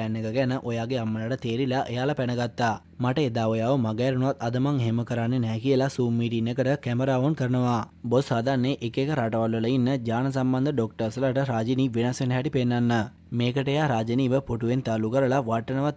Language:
Sinhala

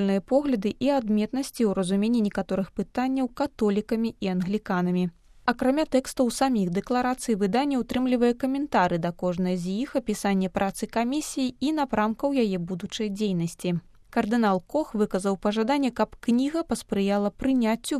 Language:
Belarusian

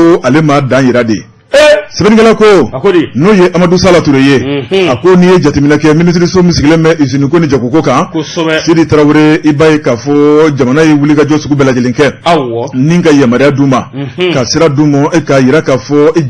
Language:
Bambara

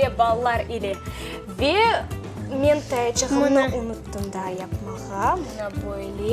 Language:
Crimean Tatar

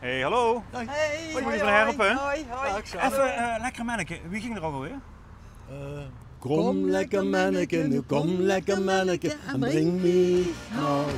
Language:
Limburgish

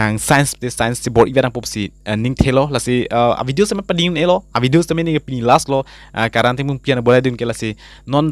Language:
Karbi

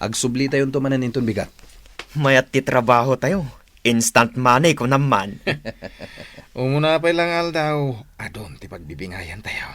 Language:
Iloko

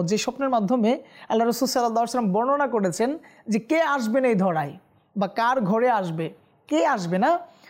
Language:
Bangla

